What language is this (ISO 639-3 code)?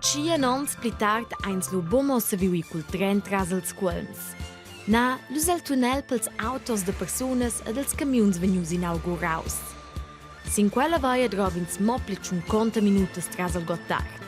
roh